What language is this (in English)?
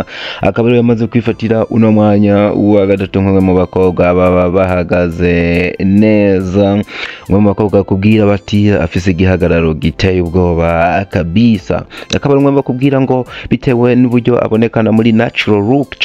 Rundi